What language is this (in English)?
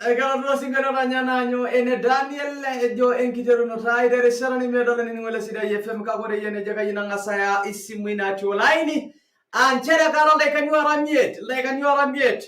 Masai